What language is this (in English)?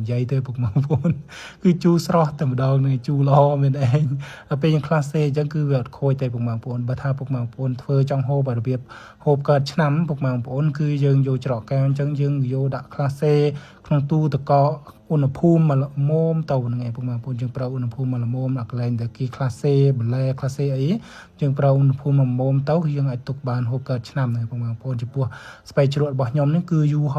Khmer